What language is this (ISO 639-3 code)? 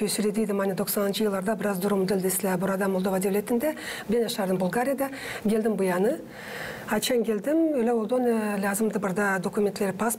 gag